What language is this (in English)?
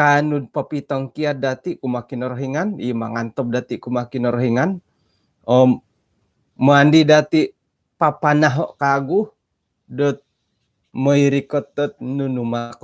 Central Dusun